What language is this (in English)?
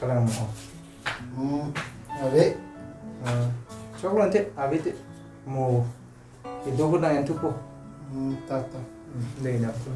Karbi